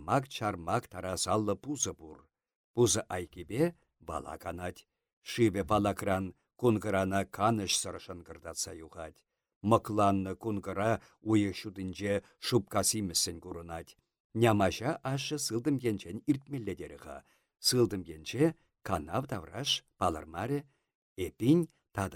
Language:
Chuvash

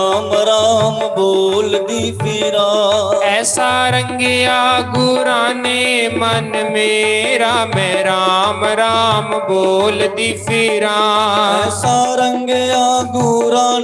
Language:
Dogri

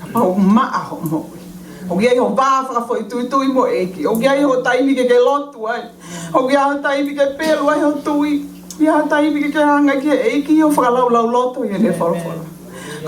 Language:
Tongan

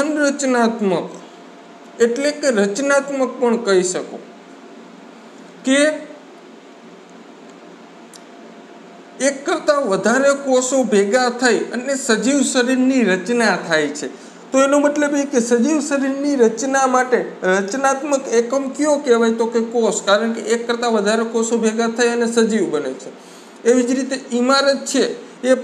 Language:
Gujarati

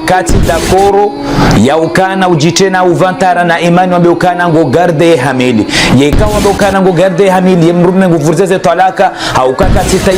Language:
Ngazidja Comorian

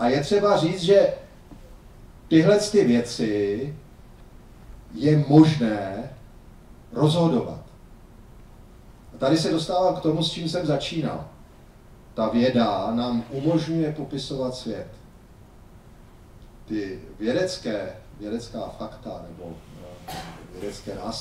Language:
Czech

